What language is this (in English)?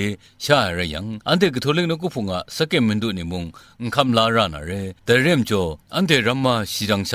Kachin